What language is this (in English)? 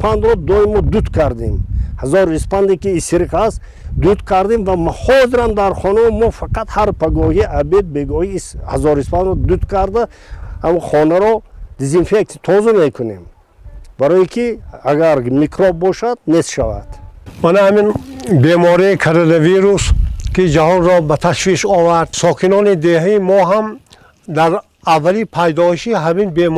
Tajik